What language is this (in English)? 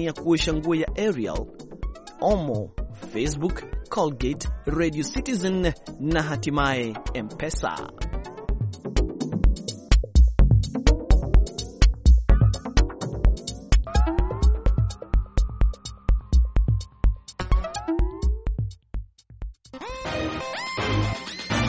Swahili